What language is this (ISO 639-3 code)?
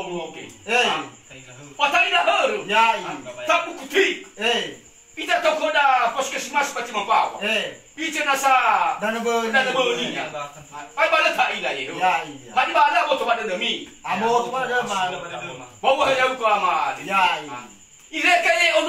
nia